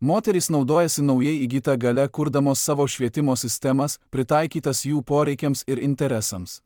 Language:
Lithuanian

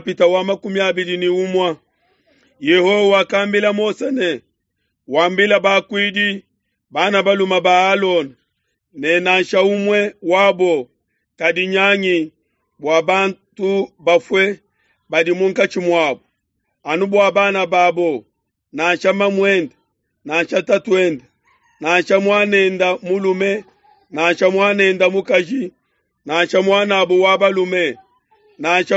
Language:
Luba-Lulua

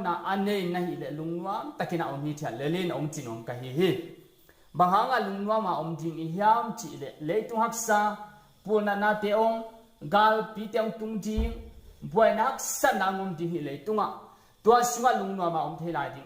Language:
Tedim Chin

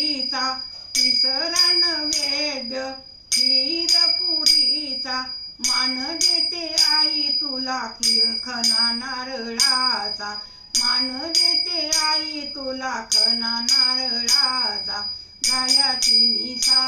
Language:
Marathi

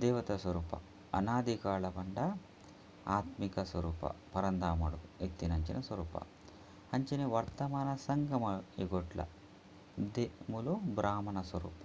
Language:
Tulu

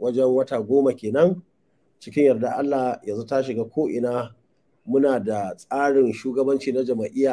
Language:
Hausa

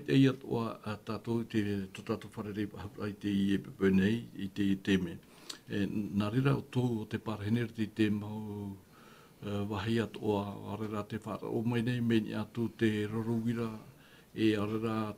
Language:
Tahitian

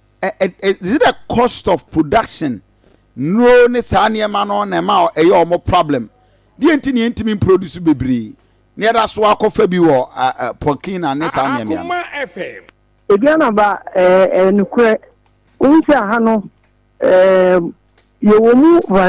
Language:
Akan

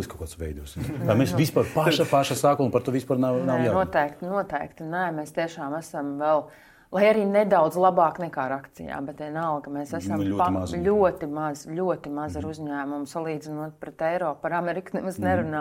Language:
Latvian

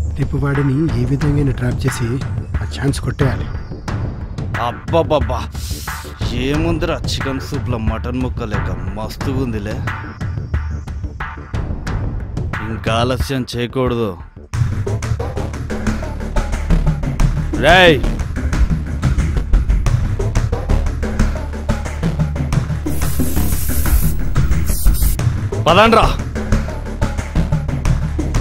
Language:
Telugu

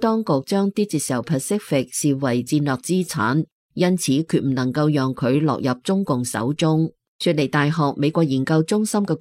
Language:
Cantonese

